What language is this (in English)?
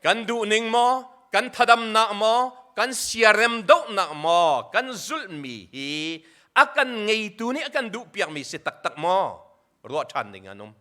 Hakha Chin